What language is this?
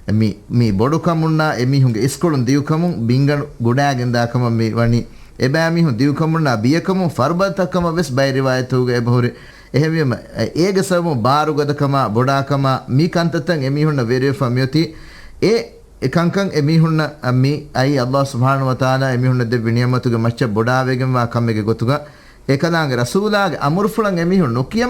Divehi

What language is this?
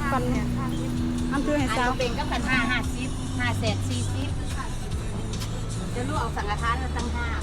Lao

